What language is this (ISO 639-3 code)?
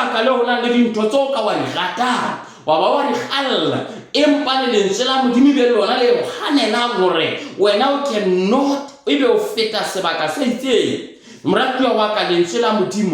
sot